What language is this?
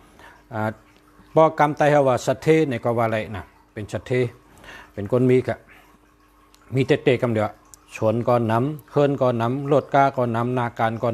Shan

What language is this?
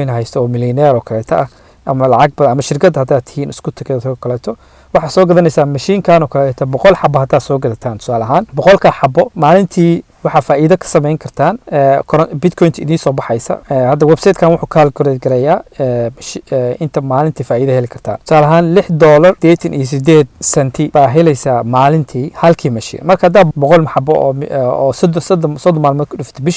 Somali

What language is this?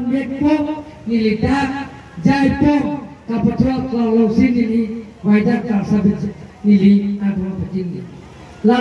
Karbi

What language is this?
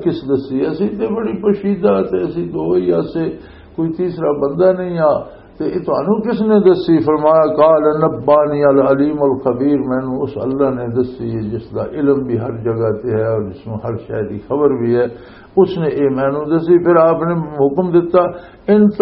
Western Panjabi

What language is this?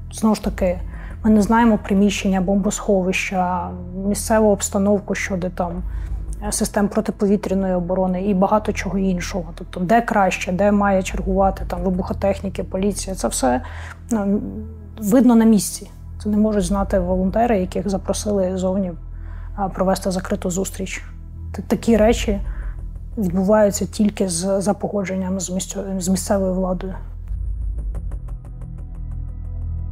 Ukrainian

